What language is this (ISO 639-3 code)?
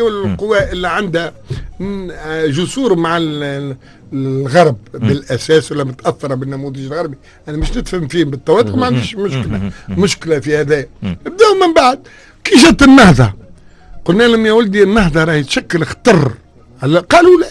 aeb